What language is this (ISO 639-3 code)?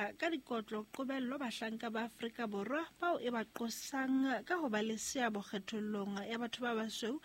sot